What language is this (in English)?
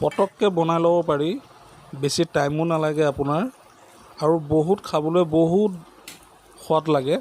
Assamese